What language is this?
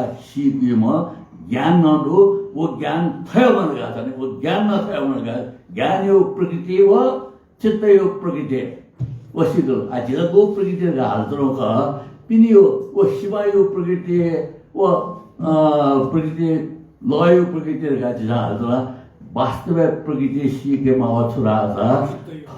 Newari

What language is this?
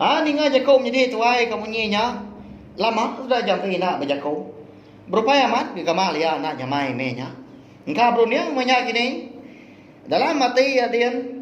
Iban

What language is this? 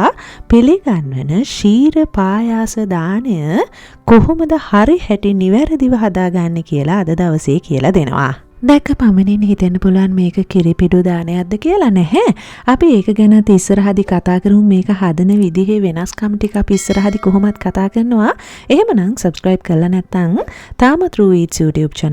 Sinhala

